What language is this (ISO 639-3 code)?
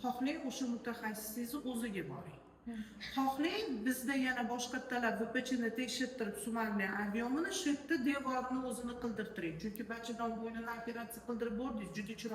uzb